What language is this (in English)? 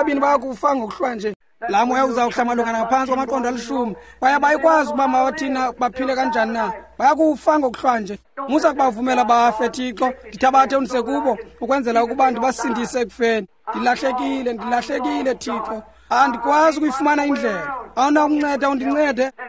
Xhosa